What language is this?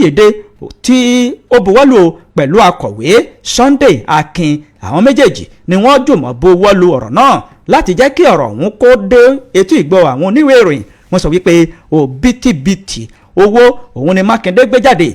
Yoruba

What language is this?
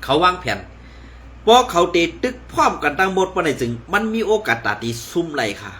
Shan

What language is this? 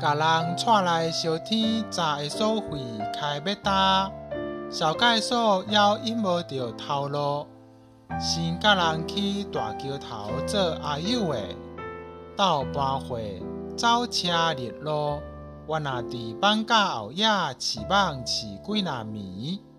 Min Nan Chinese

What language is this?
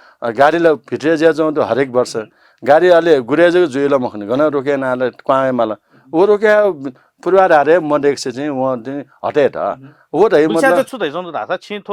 Newari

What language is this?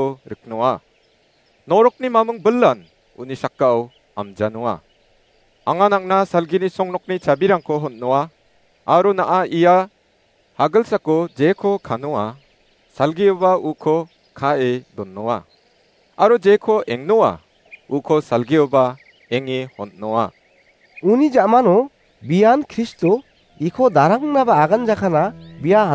Garo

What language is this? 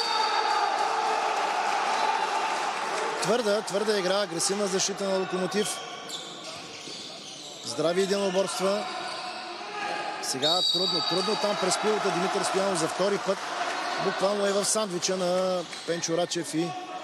Bulgarian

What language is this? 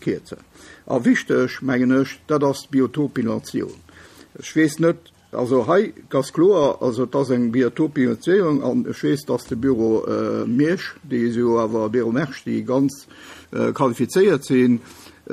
Luxembourgish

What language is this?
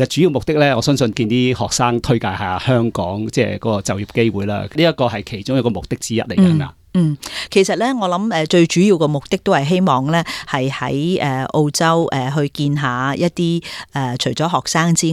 Cantonese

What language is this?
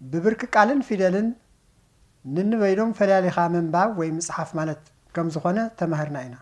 Tigrinya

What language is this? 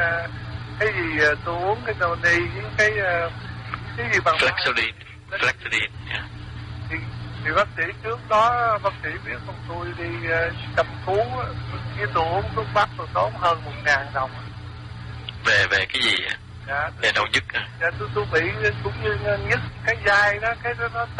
Vietnamese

